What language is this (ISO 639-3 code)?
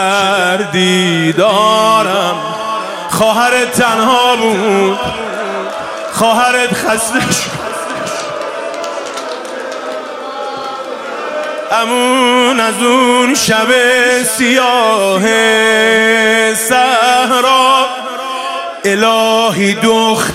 fas